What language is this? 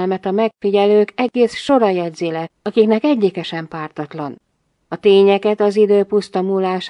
Hungarian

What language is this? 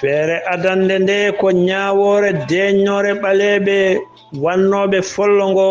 Fula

